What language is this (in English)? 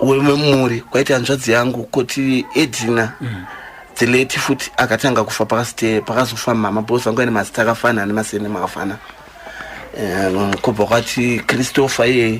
Shona